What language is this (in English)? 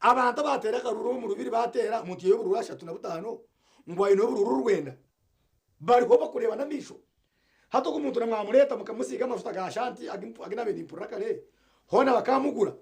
Nyankole